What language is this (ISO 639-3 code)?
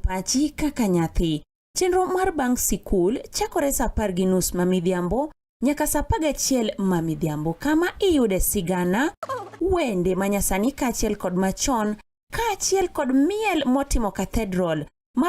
luo